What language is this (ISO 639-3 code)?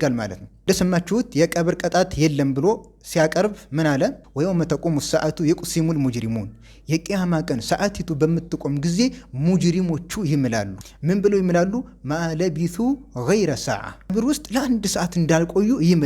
amh